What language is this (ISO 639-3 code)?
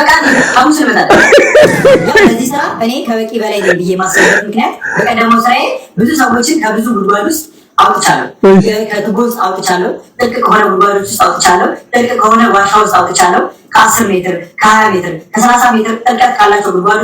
amh